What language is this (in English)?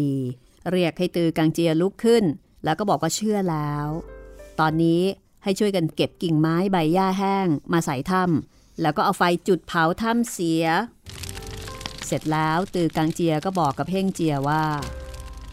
Thai